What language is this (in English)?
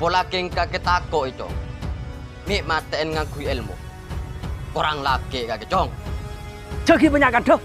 Madurese